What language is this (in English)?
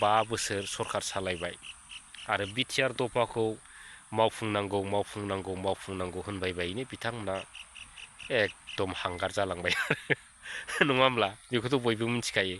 Bodo